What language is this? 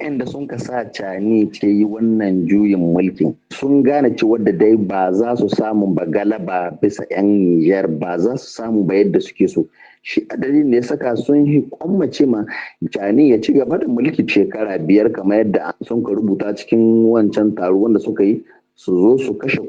Hausa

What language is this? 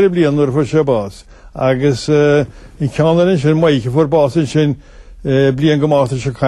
Irish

